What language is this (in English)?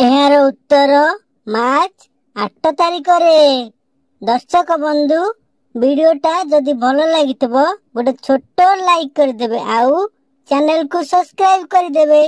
Odia